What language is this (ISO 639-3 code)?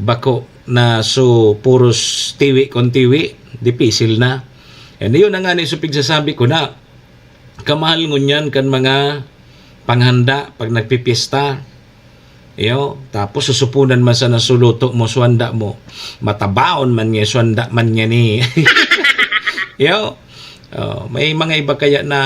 bik